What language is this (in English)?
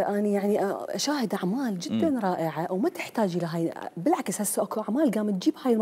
Mesopotamian Arabic